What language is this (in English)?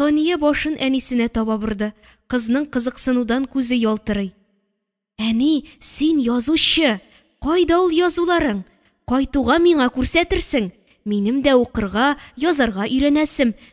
Tatar